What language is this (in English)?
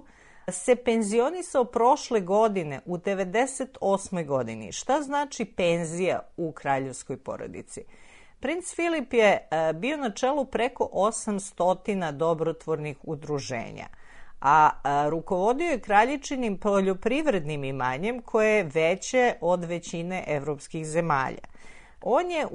Serbian